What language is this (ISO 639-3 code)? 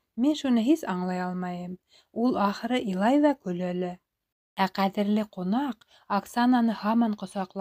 bak